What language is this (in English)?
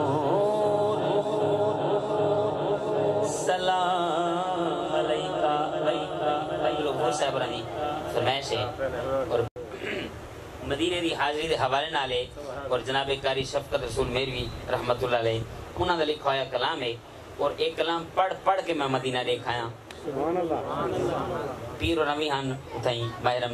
Urdu